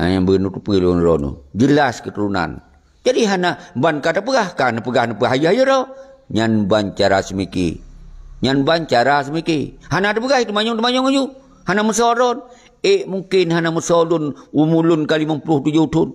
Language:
Achinese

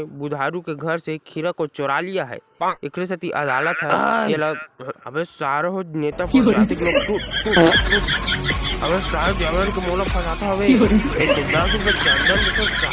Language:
Chhattisgarhi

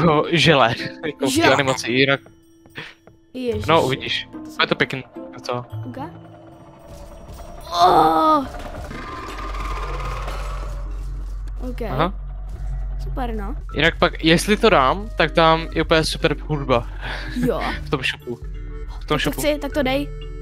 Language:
Czech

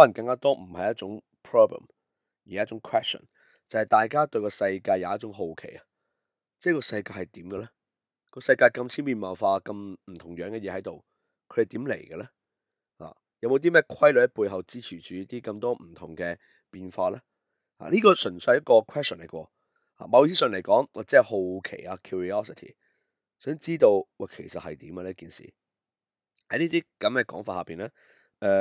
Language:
Cantonese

